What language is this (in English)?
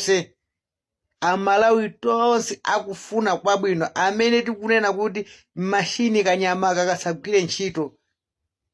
Nyanja